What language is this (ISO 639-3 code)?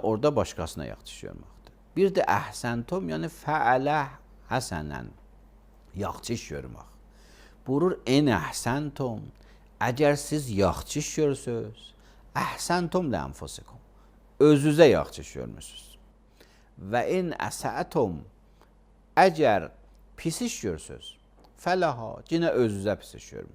aze